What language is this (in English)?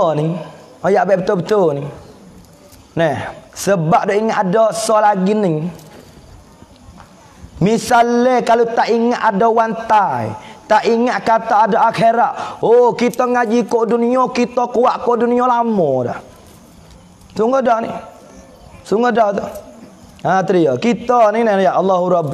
Pattani Malay